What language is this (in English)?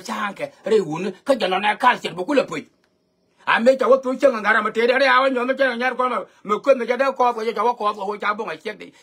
Nuer